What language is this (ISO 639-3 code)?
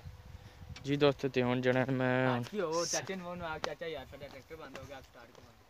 pan